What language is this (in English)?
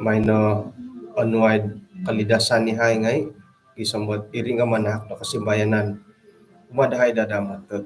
Central Dusun